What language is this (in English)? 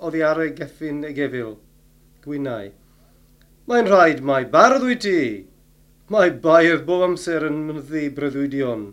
Welsh